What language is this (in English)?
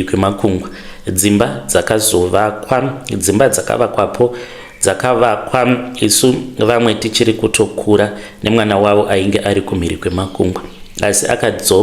Shona